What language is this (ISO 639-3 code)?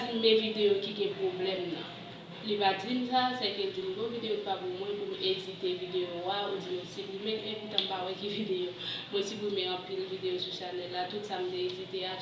hat